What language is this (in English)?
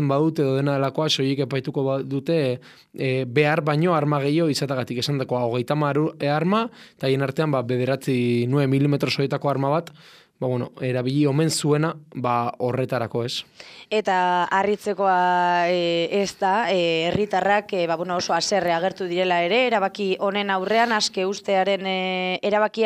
Basque